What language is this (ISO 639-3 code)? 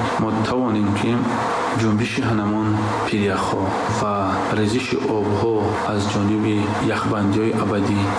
fas